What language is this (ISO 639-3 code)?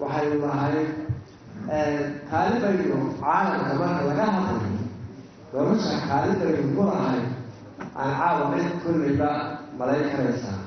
som